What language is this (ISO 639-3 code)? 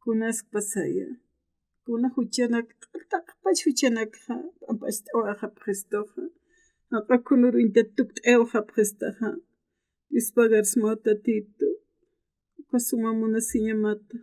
aym